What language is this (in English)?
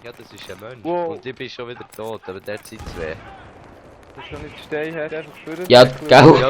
Swiss German